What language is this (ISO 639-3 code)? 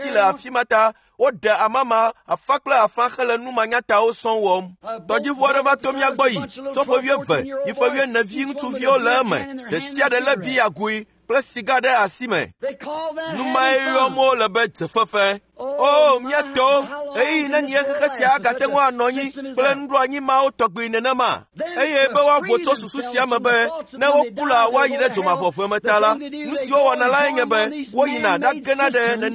ewe